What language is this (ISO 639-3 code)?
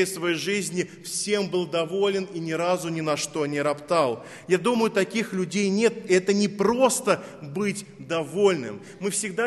rus